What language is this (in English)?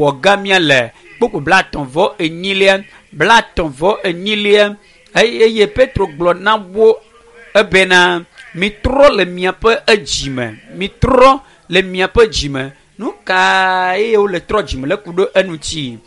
Ewe